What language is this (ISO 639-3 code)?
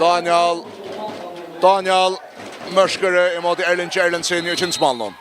fao